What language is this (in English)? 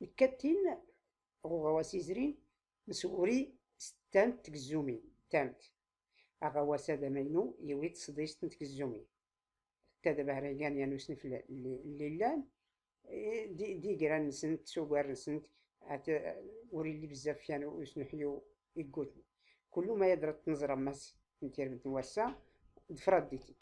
Tachelhit